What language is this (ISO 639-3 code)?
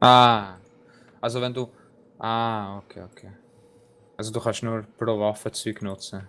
gsw